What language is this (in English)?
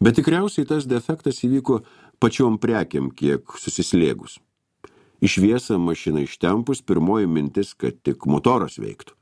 Lithuanian